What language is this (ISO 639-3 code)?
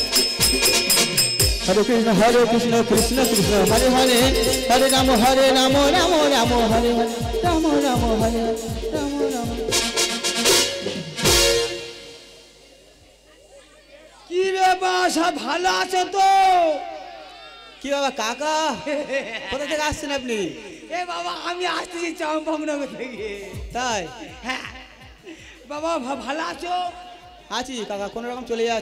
ben